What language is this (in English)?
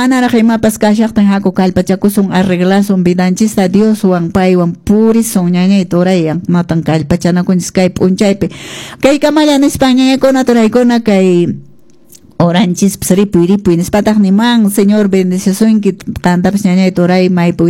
Quechua